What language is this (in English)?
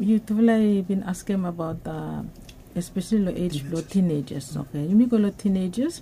Bislama